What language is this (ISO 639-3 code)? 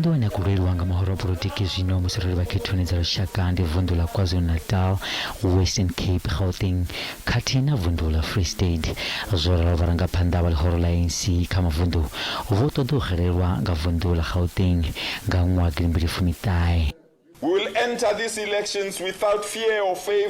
ven